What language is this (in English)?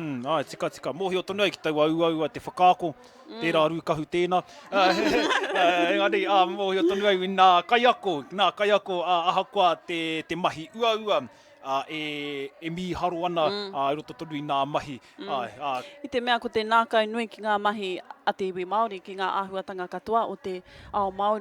Māori